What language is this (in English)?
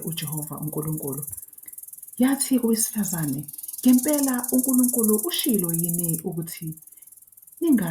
Zulu